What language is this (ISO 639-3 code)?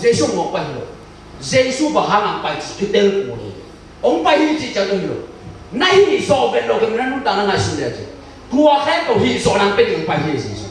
ctd